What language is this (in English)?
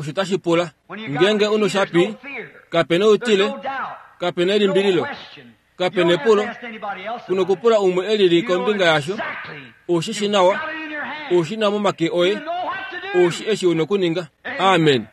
Kuanyama